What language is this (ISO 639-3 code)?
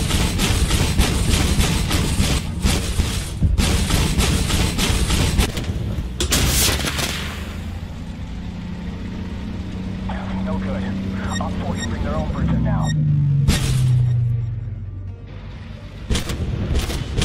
eng